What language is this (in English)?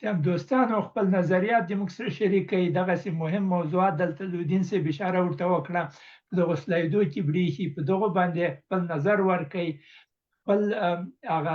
Pashto